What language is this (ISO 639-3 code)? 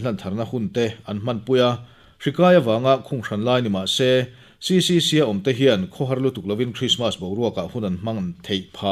lus